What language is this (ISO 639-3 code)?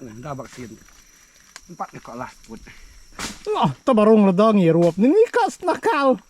iba